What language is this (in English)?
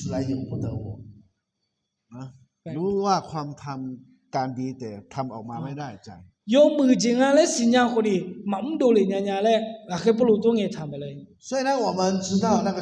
Akha